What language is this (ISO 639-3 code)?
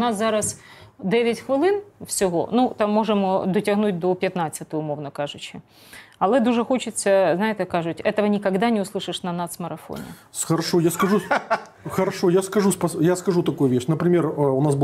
ukr